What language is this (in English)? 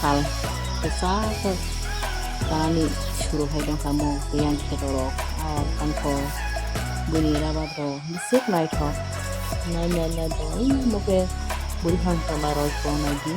Kok Borok